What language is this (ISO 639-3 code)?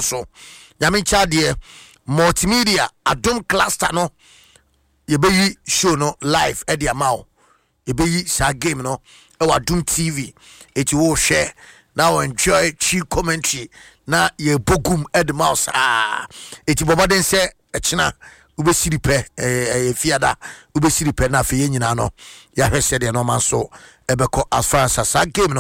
aka